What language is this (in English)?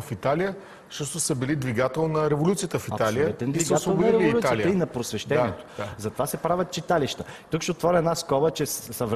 Bulgarian